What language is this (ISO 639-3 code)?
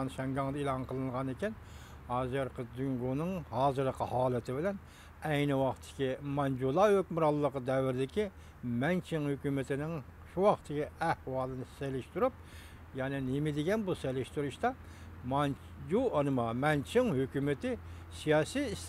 uig